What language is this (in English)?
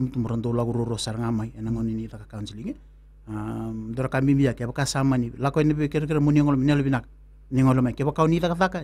Fijian